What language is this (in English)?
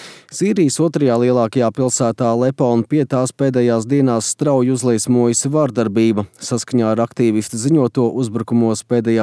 Latvian